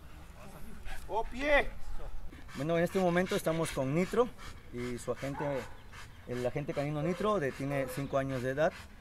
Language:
Spanish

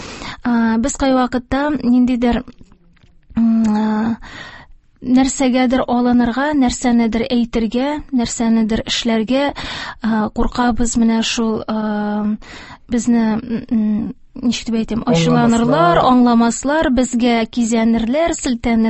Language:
Tatar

